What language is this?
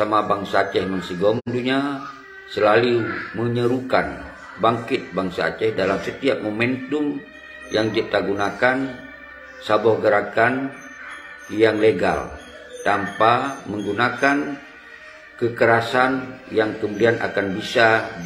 Achinese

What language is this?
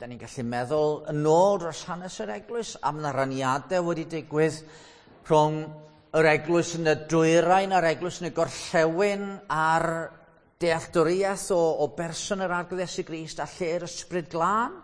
Welsh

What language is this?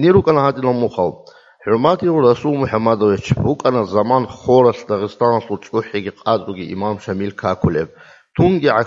Avaric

